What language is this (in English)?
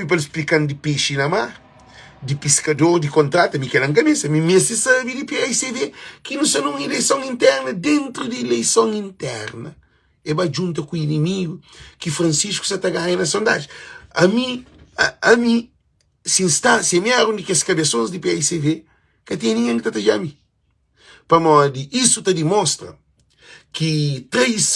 Kabuverdianu